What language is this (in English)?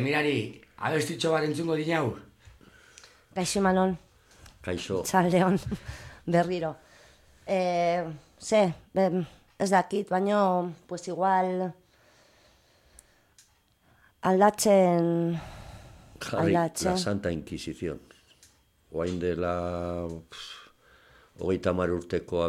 Basque